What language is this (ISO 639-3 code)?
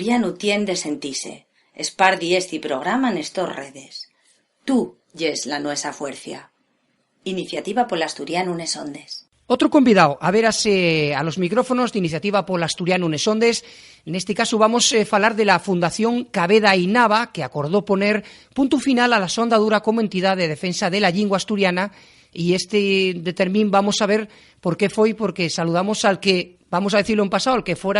ast